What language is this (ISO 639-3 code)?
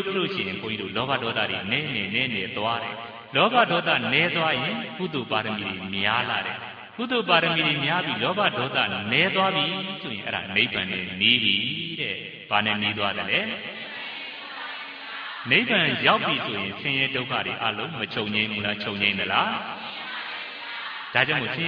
mya